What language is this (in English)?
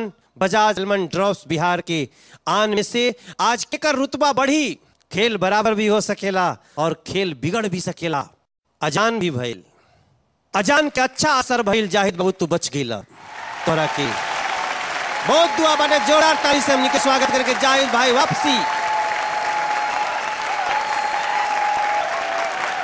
Bhojpuri